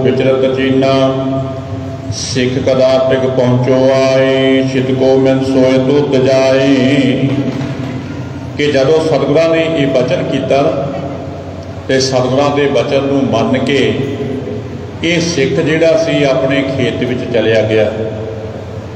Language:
Punjabi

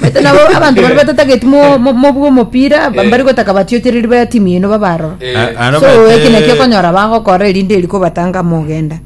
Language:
Gusii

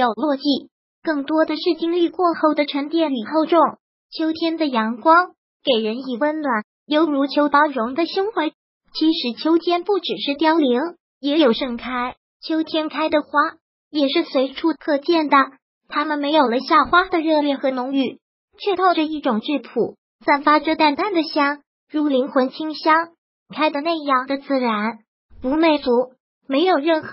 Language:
Chinese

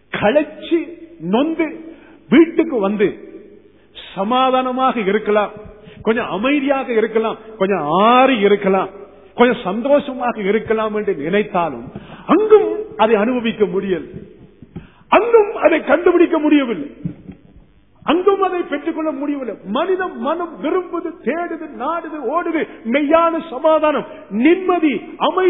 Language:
Tamil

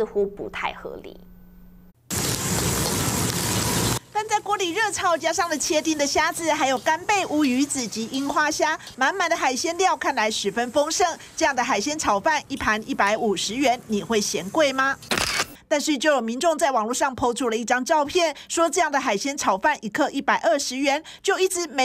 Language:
Chinese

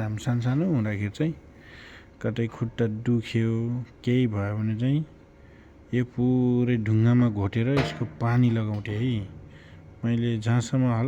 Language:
Nepali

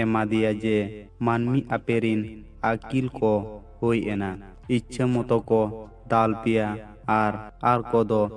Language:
Santali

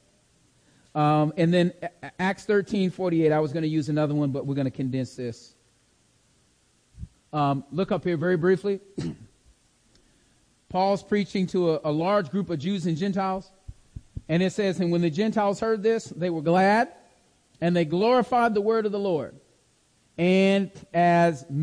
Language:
English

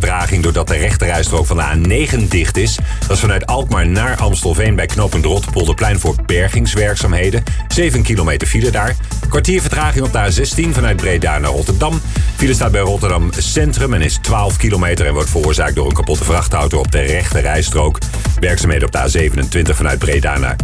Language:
Dutch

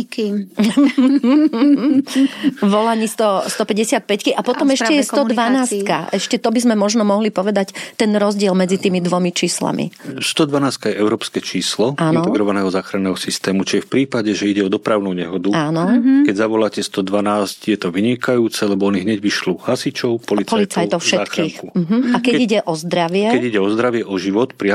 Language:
Slovak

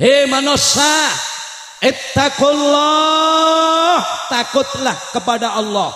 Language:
Madurese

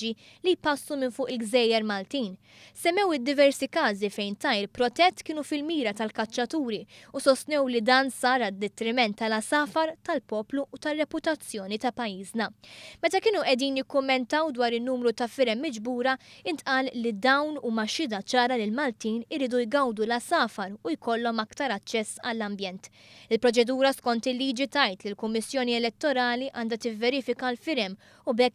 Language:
Maltese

